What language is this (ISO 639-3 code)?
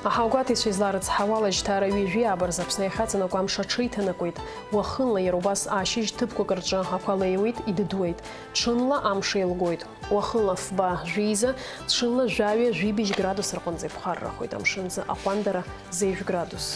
abk